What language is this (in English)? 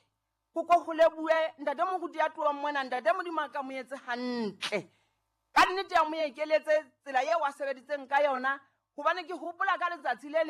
Southern Sotho